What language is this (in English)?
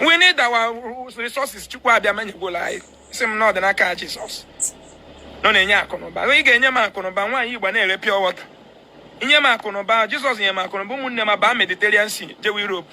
Igbo